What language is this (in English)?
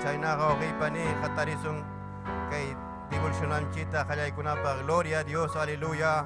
Ayacucho Quechua